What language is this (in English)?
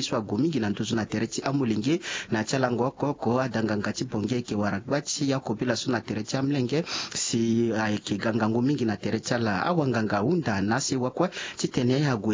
Sango